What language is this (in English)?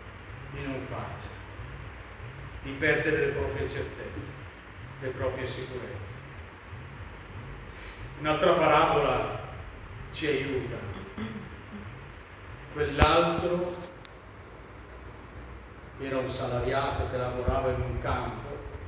Italian